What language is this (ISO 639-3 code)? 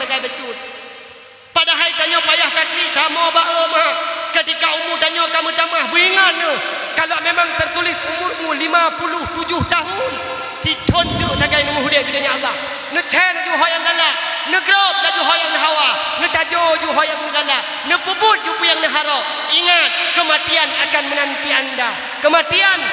ace